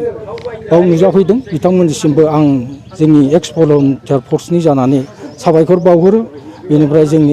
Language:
Bodo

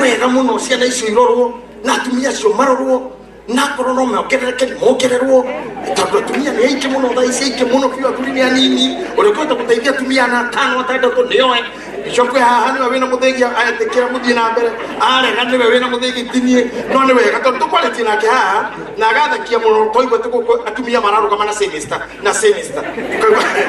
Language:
Kikuyu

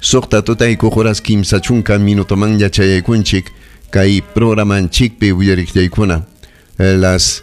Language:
Ayacucho Quechua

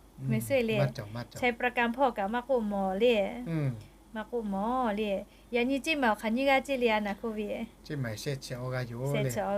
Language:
Lahu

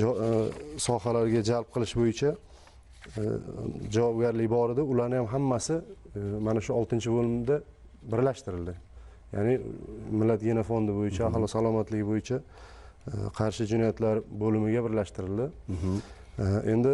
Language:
Uzbek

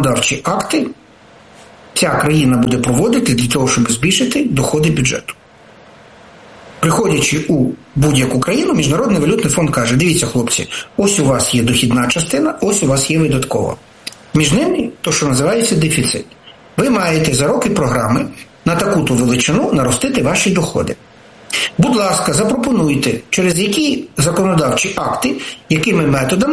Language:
Ukrainian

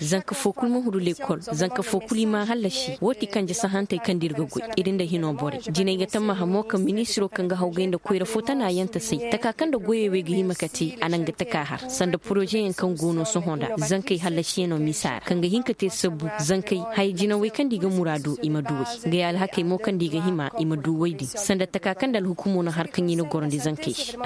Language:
Zarma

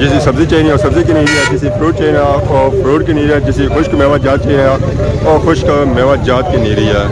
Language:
Pahari-Potwari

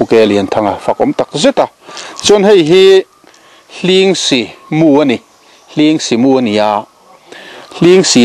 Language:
Mizo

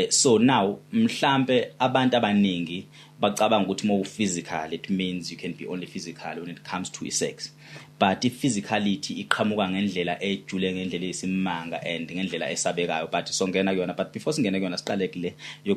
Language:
Zulu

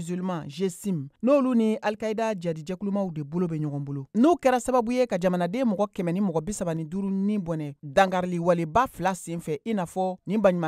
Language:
Bambara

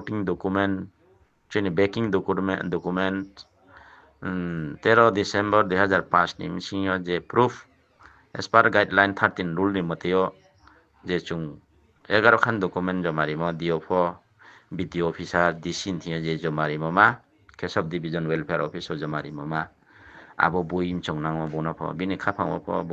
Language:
Riang (India)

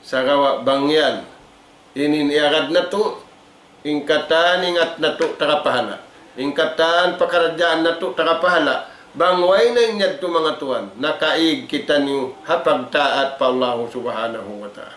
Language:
Tausug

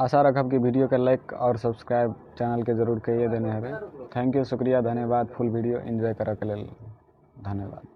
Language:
Maithili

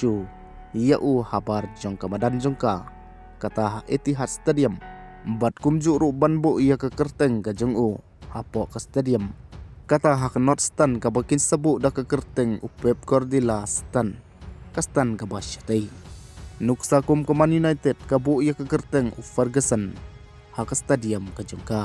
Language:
Khasi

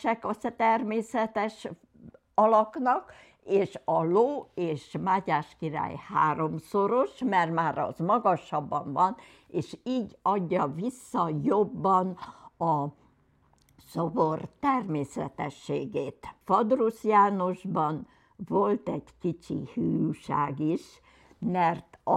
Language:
Hungarian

